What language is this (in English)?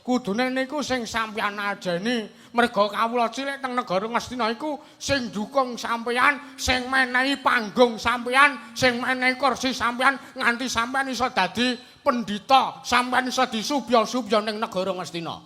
Javanese